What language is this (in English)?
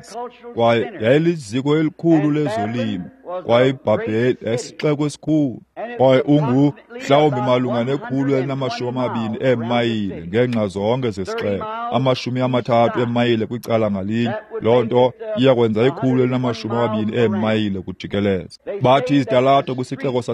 Xhosa